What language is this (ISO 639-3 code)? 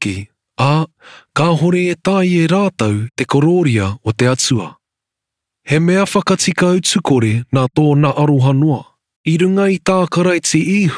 mri